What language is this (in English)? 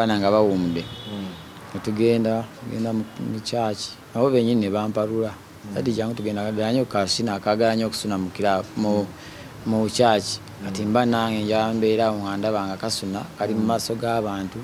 Ganda